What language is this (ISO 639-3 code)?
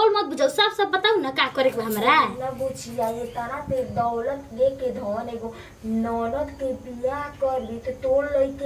bho